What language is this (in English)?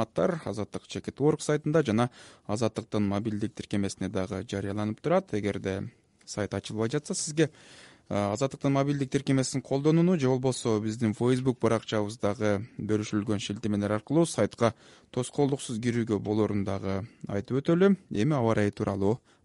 Kyrgyz